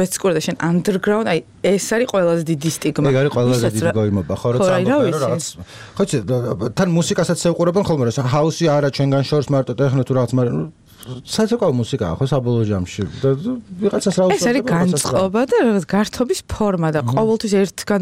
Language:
Georgian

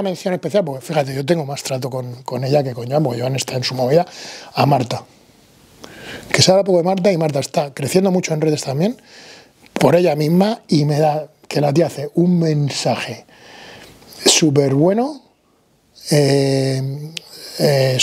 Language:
Spanish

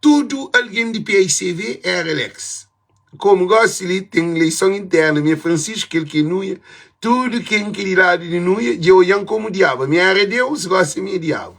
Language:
Kabuverdianu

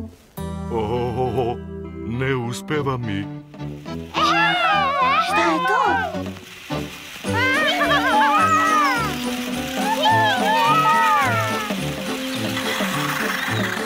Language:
Serbian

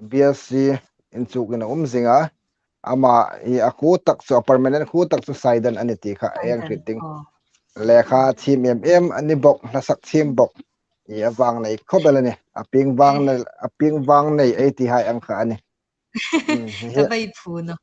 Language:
Hmar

